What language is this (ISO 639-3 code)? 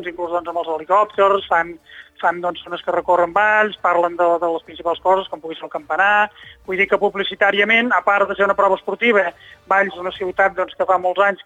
cat